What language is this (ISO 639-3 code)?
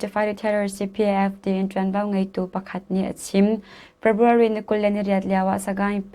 cnh